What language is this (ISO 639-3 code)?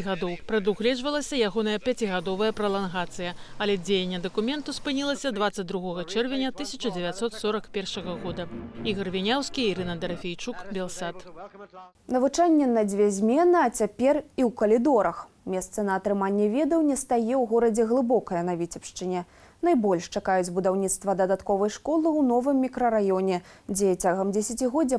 bel